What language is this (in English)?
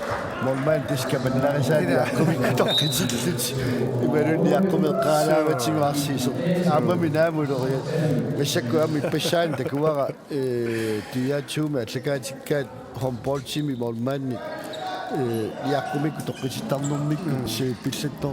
Kalaallisut